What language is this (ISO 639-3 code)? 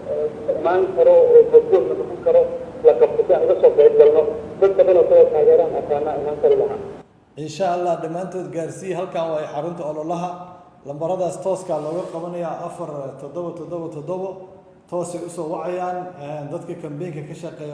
som